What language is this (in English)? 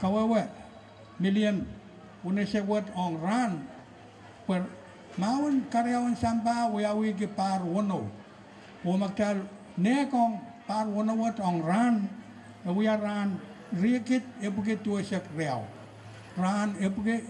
Pohnpeian